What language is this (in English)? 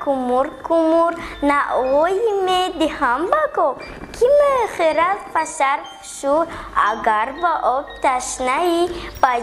Tajik